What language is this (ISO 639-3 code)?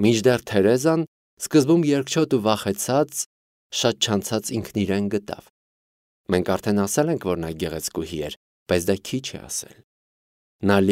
hye